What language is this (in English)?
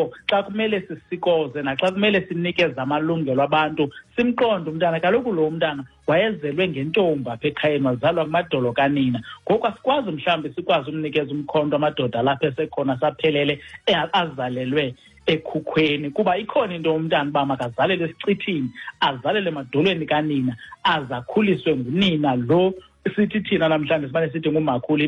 Xhosa